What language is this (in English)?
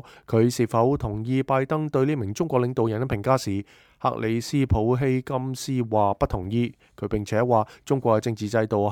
Cantonese